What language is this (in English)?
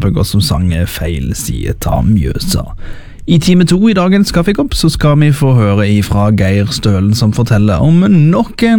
Norwegian